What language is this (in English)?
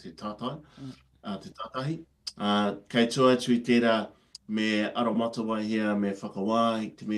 Māori